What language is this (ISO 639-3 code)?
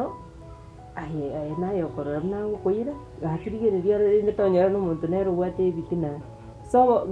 guz